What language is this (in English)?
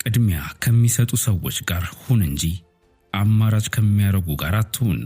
Amharic